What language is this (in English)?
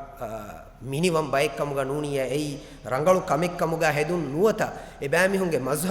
Divehi